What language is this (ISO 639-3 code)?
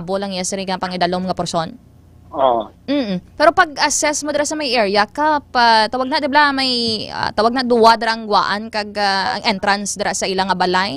hil